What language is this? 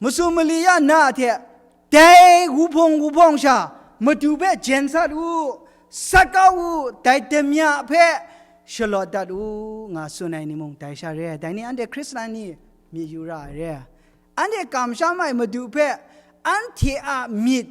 Kachin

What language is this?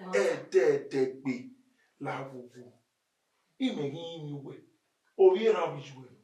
Bini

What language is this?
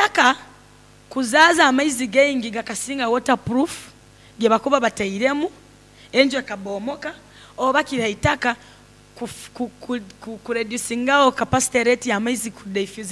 Nyankole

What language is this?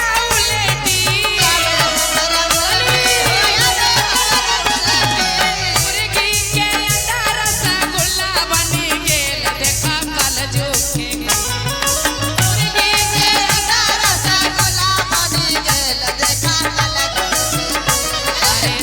Magahi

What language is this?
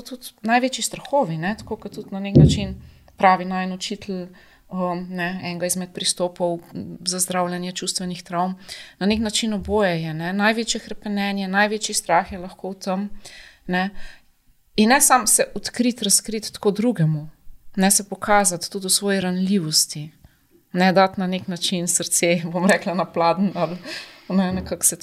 Slovenian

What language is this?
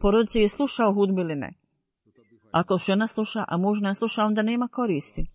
Bosnian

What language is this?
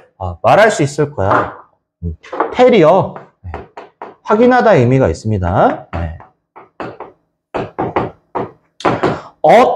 Korean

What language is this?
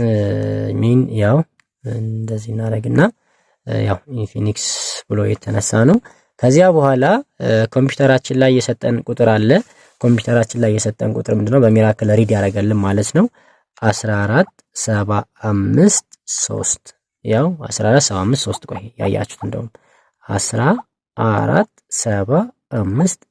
Amharic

